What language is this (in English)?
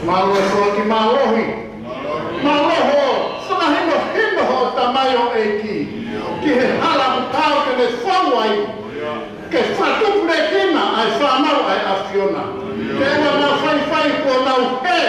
Tongan